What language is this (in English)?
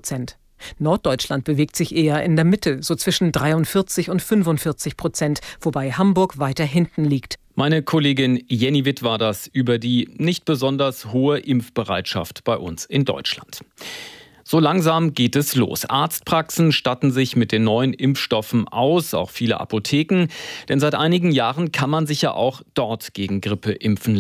German